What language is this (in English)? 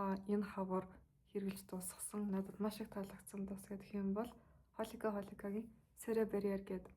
Mongolian